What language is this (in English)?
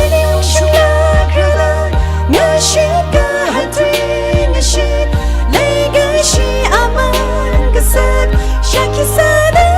Tangkhul Naga (India)